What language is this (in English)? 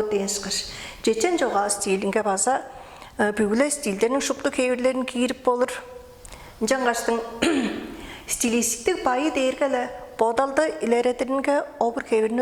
Tuvinian